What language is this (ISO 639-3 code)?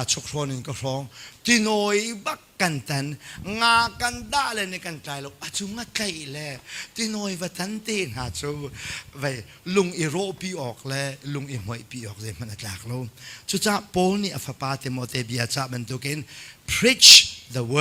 cnh